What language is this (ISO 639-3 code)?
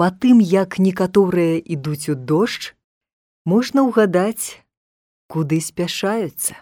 bel